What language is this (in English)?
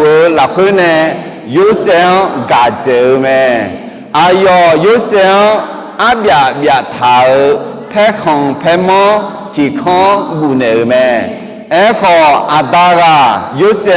Akha